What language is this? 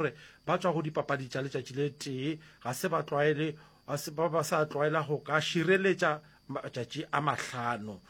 Northern Sotho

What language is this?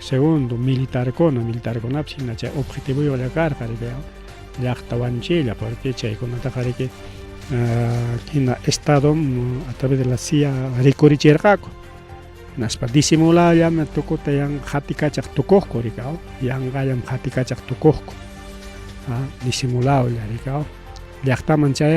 Ayacucho Quechua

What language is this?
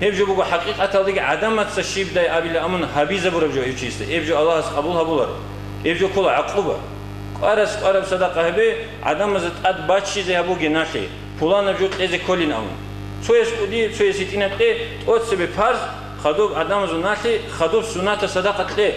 Avaric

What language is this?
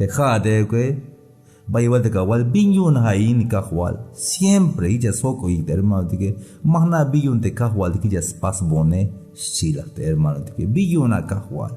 Tzeltal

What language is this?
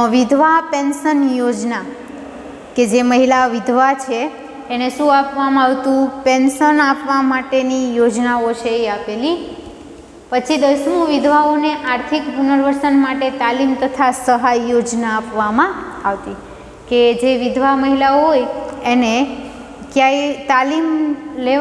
Gujarati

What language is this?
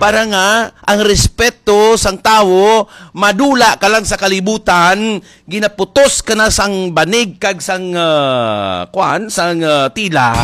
Hiligaynon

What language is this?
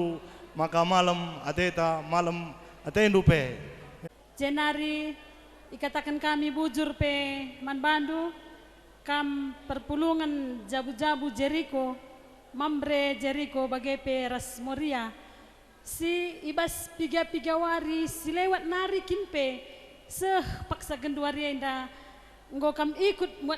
Batak Karo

